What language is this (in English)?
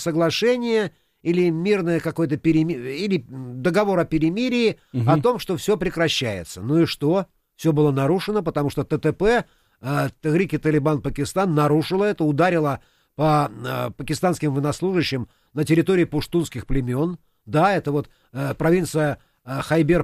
Russian